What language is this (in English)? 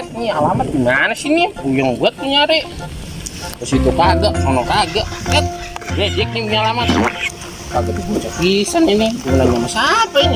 Betawi